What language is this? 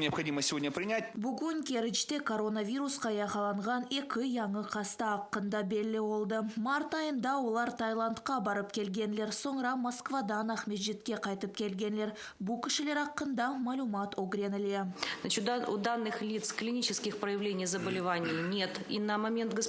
Crimean Tatar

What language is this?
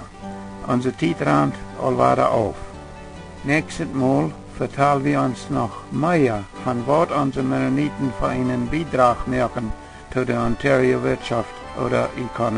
Plautdietsch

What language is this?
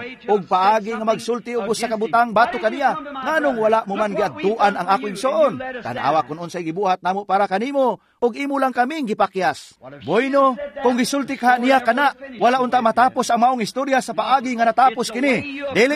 Cebuano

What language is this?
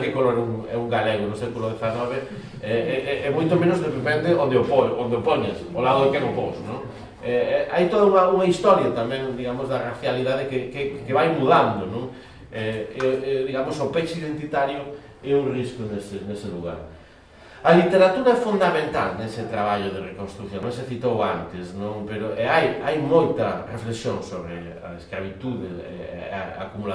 Galician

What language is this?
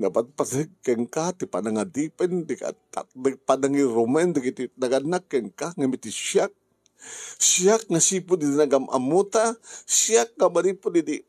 Iloko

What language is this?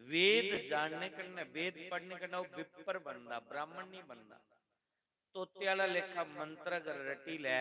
Dogri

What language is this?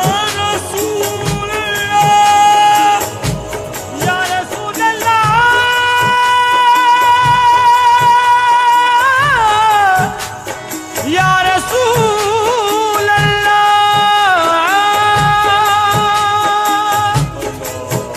Urdu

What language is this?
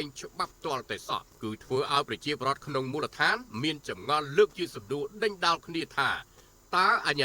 Khmer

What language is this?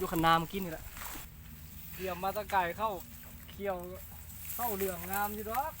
Lao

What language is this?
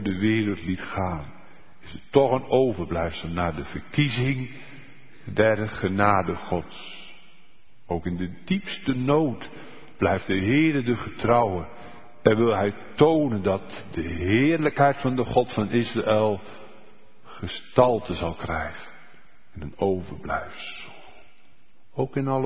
Dutch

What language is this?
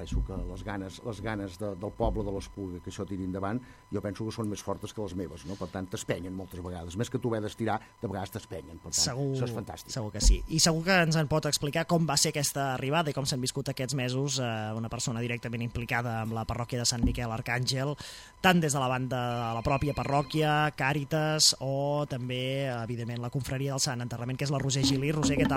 Catalan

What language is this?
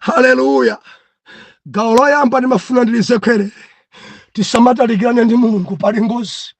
Nyanja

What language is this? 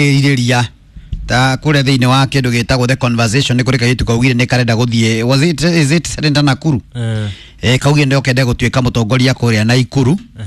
Kikuyu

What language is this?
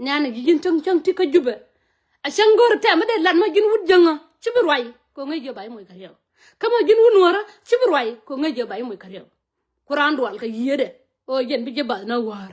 Nuer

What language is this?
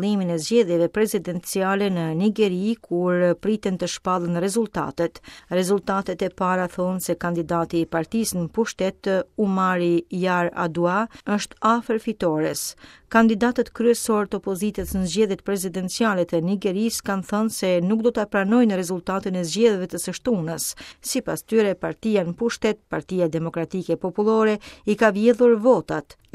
Albanian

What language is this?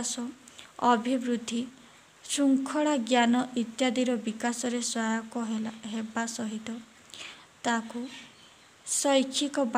Odia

